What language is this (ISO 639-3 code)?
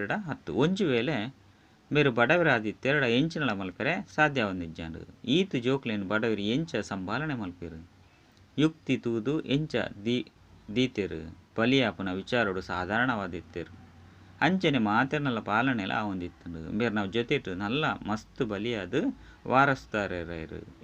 tcy